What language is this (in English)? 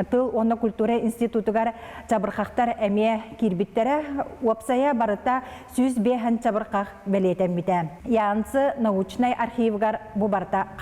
Yakut